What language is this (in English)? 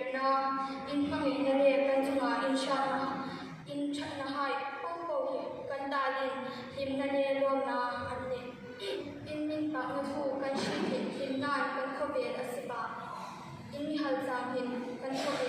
Hmar